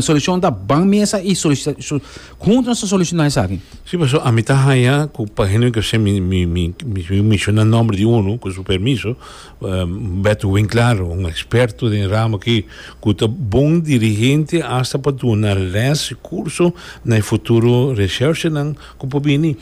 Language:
Papiamento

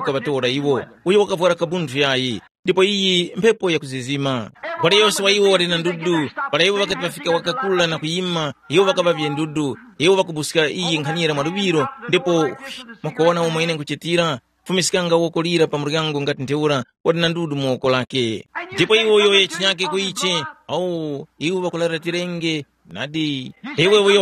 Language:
Tumbuka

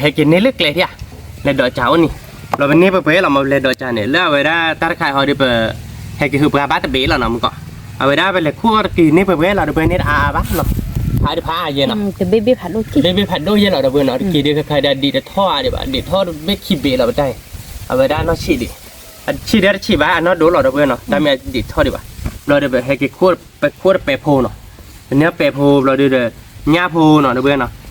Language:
S'gaw Karen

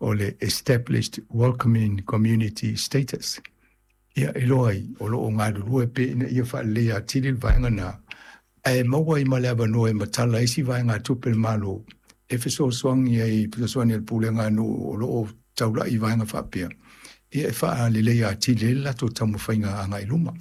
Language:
Samoan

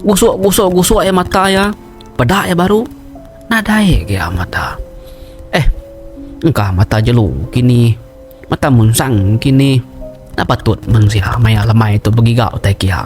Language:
Iban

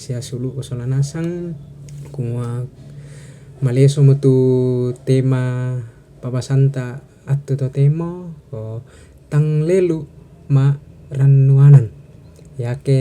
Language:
Toraja-Sa'dan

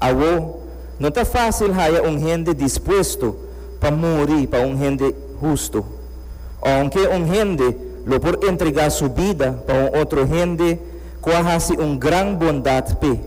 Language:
Papiamento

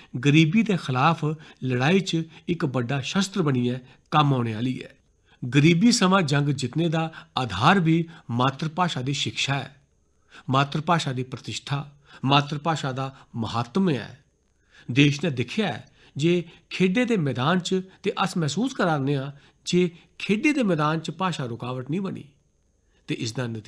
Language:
Dogri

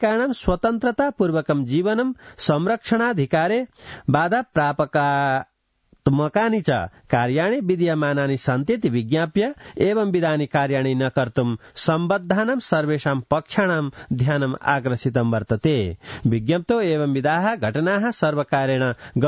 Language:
Sanskrit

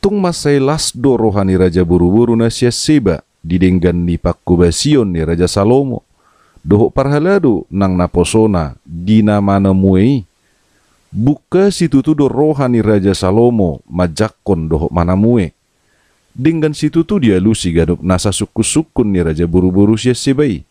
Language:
Batak Toba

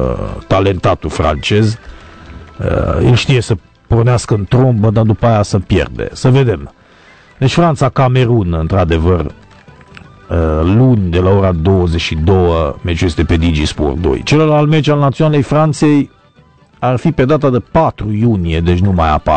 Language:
Romanian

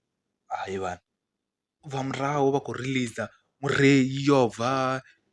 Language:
Venda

